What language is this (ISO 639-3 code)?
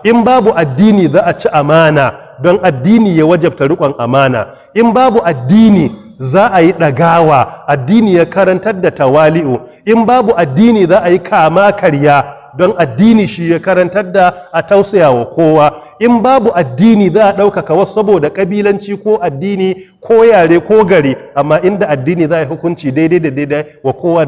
hau